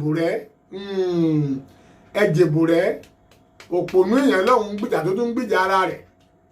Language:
Yoruba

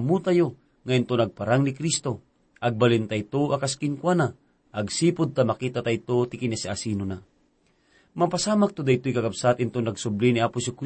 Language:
Iloko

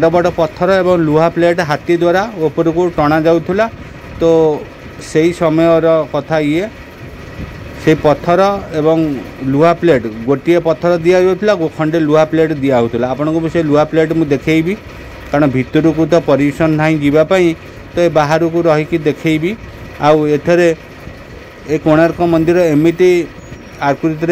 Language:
Odia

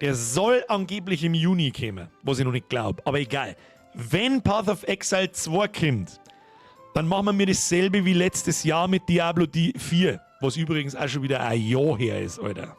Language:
Bavarian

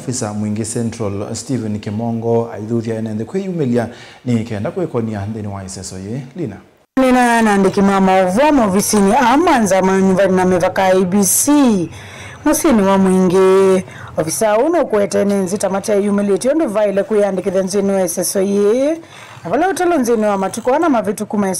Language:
Kamba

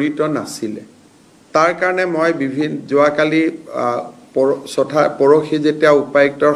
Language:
Assamese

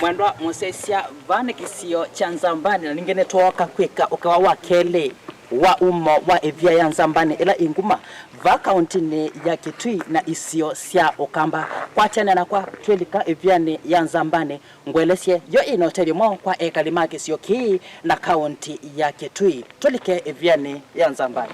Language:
Kamba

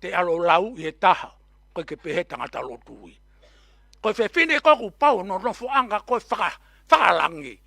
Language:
Tongan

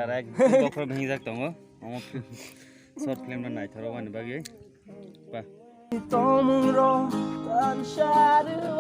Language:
Kok Borok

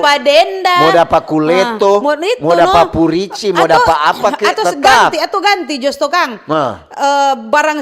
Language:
Manado Malay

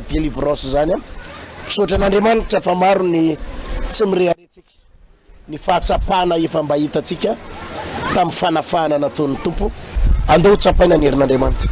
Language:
Malagasy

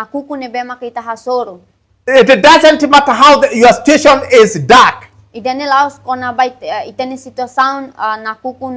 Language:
Tetum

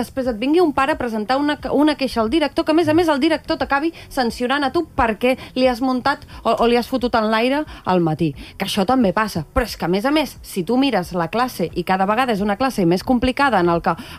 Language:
Catalan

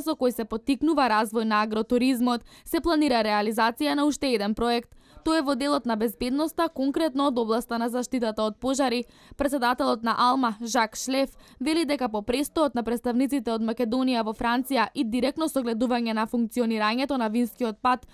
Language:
Macedonian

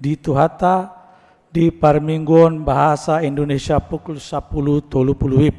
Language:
Batak Toba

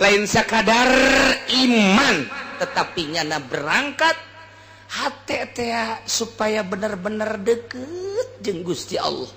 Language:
Sundanese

